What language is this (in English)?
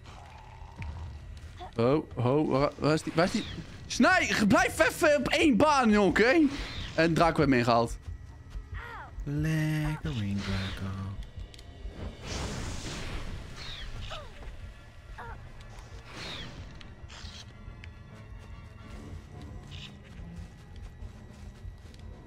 Dutch